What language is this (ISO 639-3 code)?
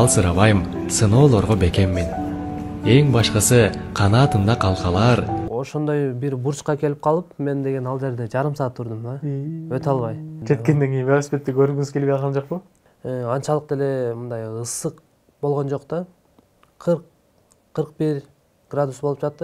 kir